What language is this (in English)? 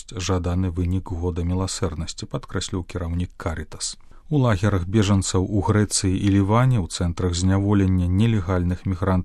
Belarusian